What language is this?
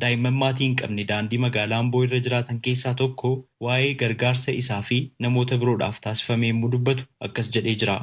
Oromo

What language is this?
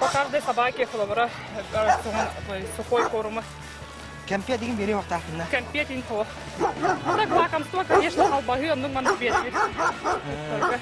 Yakut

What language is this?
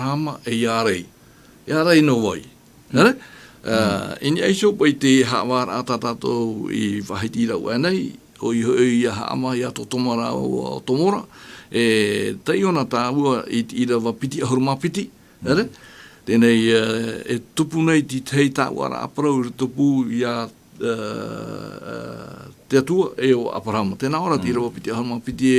Tahitian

